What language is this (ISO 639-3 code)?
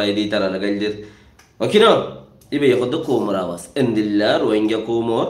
rhg